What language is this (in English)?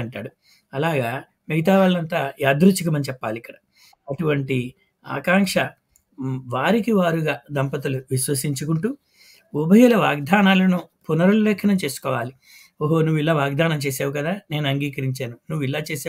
Telugu